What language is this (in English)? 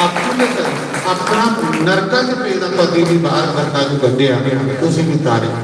Dogri